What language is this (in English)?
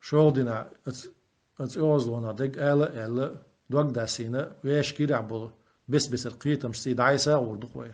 Chechen